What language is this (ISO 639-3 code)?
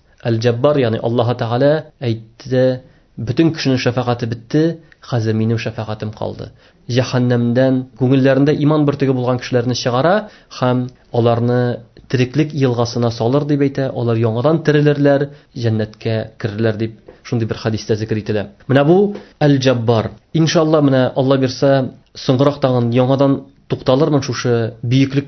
tat